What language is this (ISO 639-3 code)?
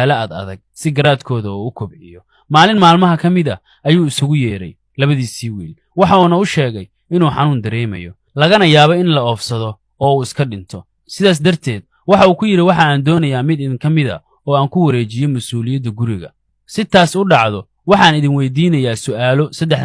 som